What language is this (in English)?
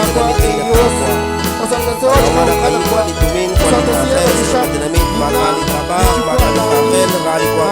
Kekchí